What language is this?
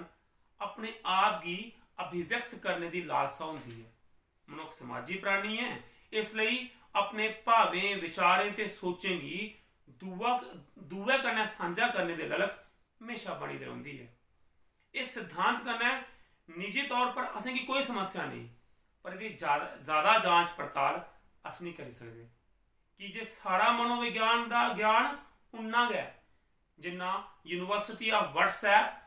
Dogri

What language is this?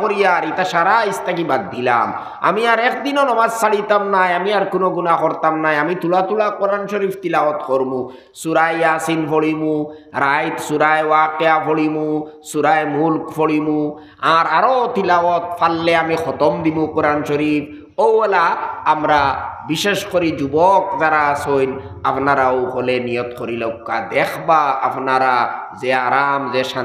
Sylheti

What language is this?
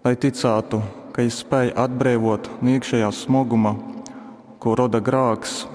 Latgalian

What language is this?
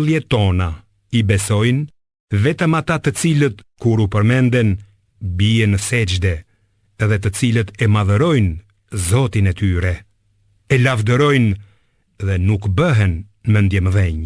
Albanian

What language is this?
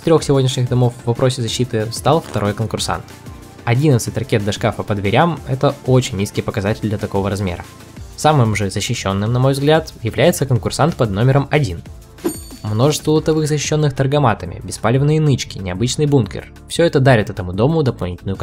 Russian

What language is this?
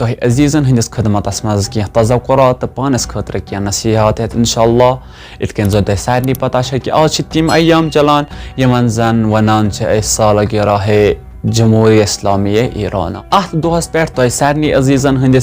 Kashmiri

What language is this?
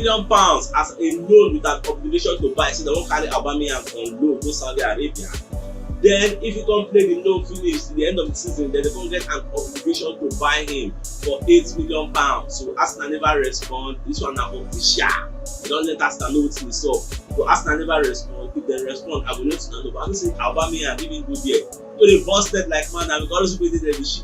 Nigerian Pidgin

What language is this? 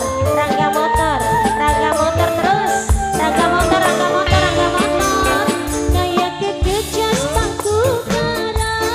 Javanese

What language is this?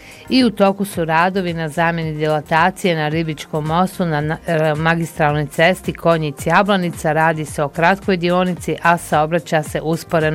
Bosnian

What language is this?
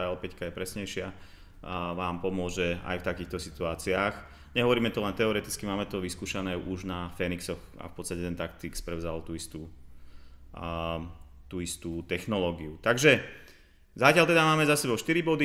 Slovak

